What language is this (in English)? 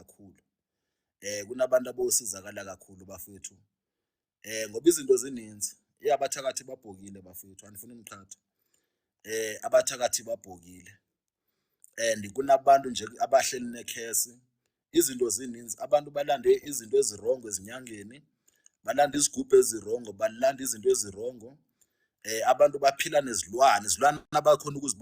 Zulu